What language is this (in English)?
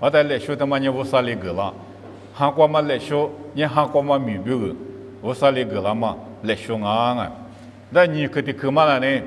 Lisu